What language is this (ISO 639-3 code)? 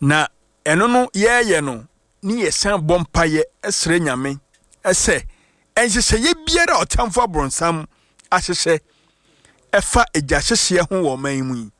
aka